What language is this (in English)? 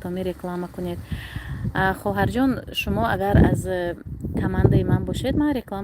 Tajik